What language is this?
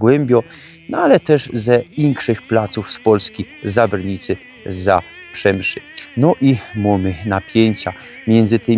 Silesian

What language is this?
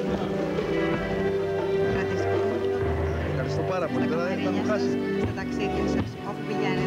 Greek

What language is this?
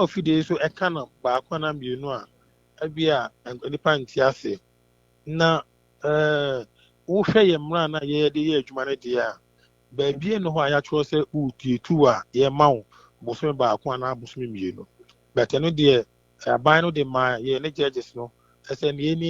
Akan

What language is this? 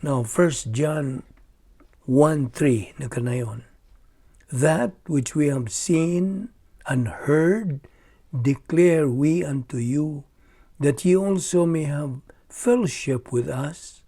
Cebuano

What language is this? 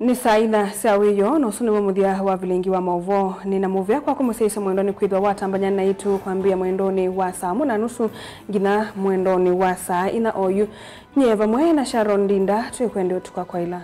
Kamba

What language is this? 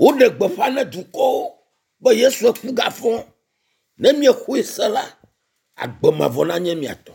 Ewe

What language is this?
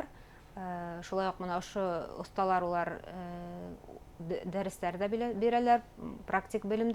Bashkir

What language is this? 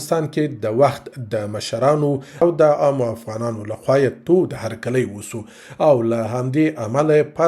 Pashto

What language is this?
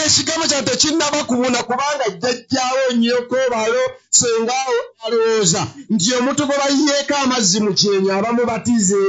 Ganda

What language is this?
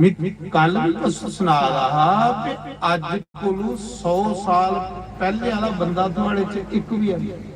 Dogri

